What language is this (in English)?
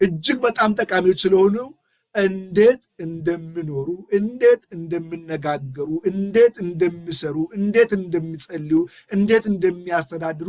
Amharic